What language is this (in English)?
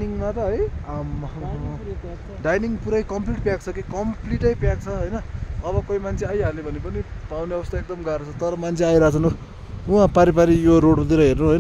Nepali